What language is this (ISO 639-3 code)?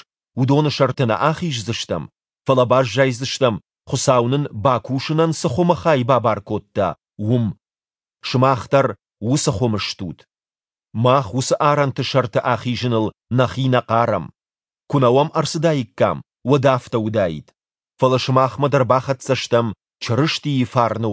oss